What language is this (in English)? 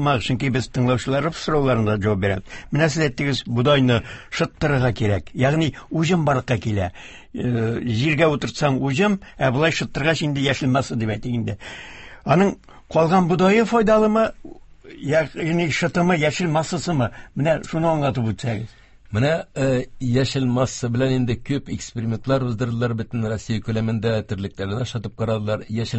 Tatar